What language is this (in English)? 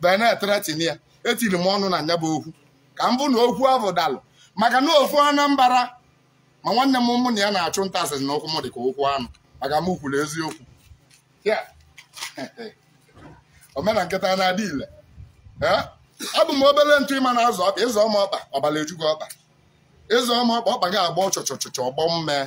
Igbo